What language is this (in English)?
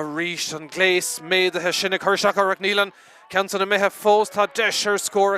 Irish